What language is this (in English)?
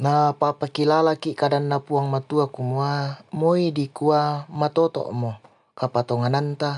Toraja-Sa'dan